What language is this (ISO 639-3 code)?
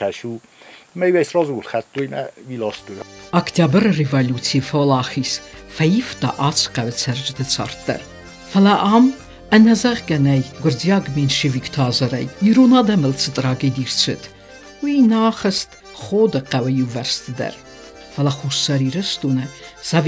oss